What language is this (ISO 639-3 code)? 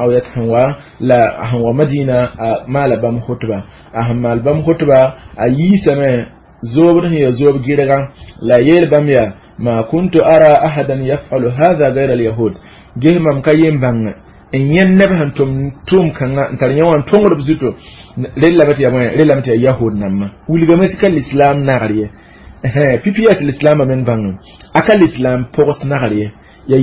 mos